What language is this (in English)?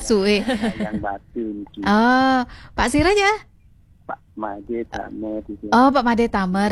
Balinese